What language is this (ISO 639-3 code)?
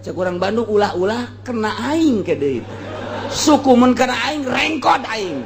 sun